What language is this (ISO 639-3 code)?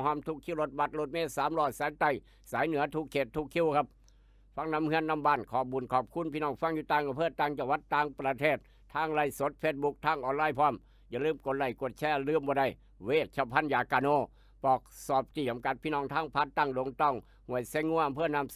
tts